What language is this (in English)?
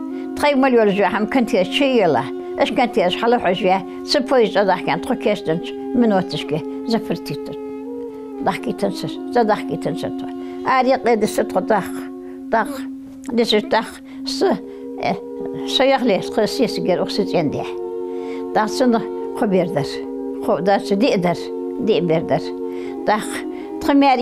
Ingush